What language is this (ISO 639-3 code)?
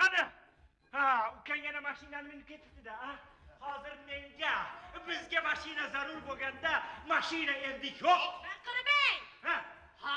uzb